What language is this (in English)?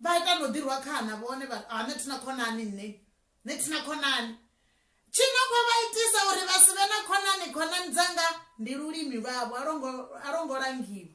Venda